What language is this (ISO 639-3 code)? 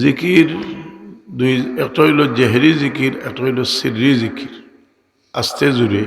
syl